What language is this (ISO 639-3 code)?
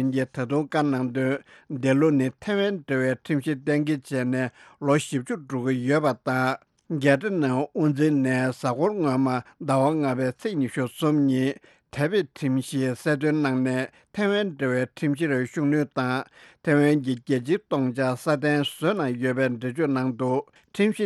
bod